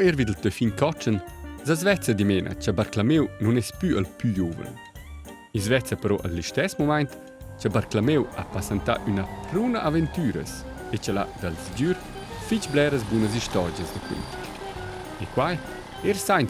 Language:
Romansh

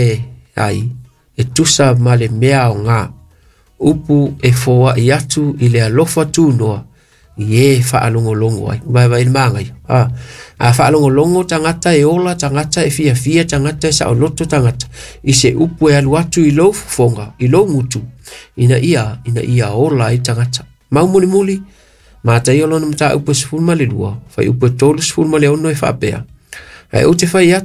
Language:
Samoan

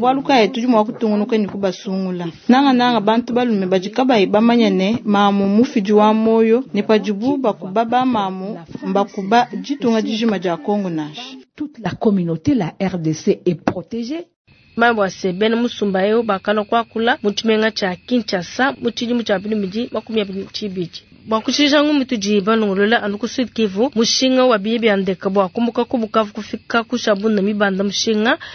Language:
Luba-Lulua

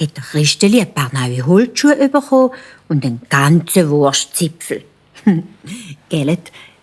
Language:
Swiss German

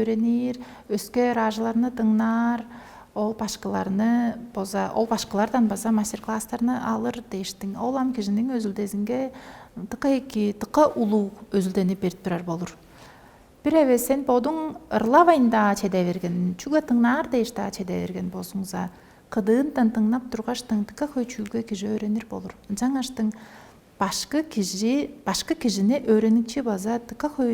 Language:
Tuvinian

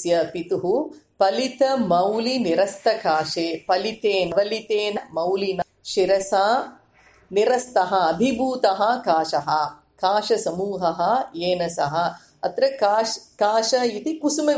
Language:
Sanskrit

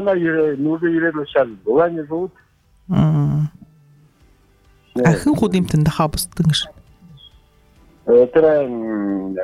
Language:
Buriat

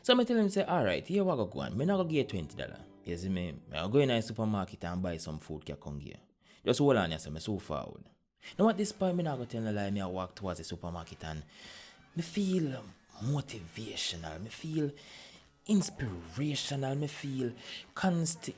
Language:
Jamaican Creole English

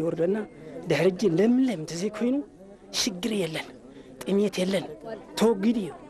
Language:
Tigrinya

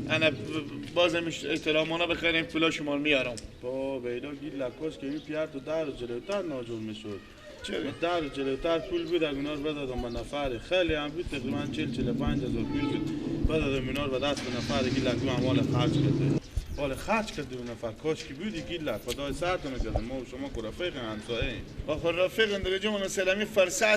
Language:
Persian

